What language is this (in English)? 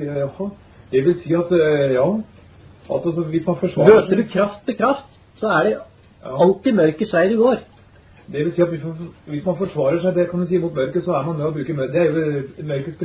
Norwegian